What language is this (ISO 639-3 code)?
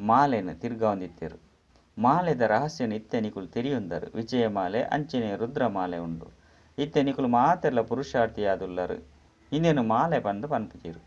tcy